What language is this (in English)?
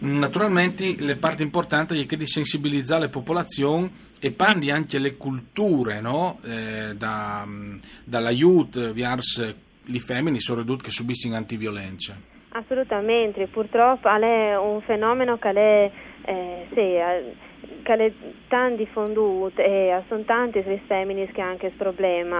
Friulian